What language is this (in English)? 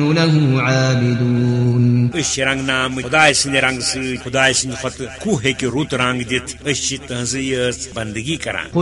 Kashmiri